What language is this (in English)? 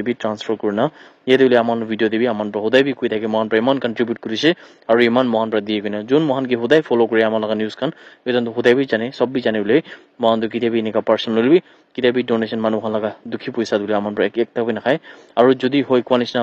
Naga Pidgin